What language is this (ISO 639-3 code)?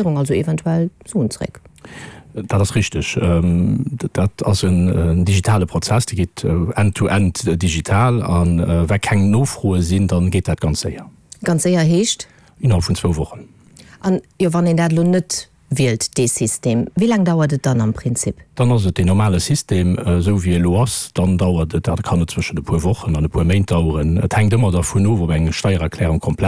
ltz